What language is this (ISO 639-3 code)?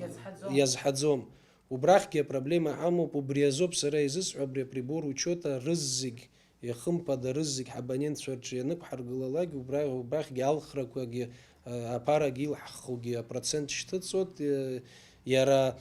abk